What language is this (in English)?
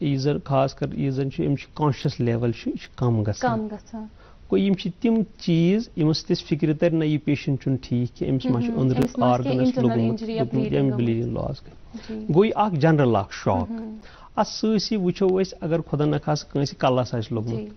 Kashmiri